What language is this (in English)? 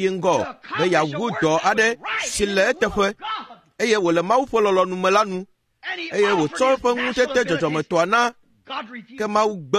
Ewe